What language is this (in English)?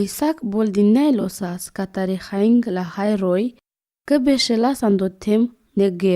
Romany